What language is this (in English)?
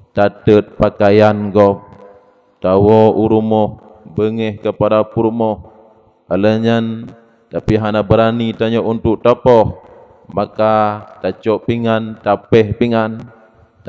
Achinese